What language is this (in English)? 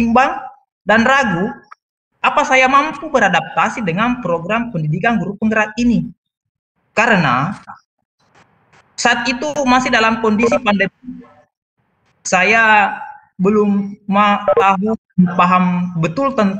Indonesian